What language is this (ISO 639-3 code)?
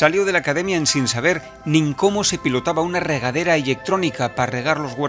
ast